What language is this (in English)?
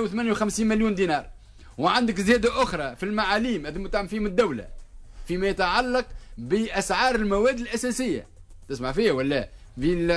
Tunisian Arabic